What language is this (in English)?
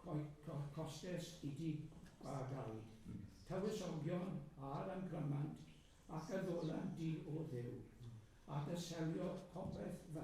Welsh